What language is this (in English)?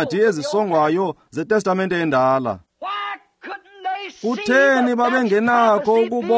Xhosa